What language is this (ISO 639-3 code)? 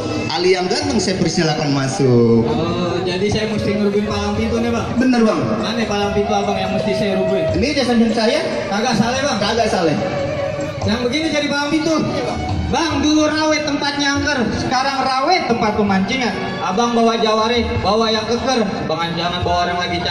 bew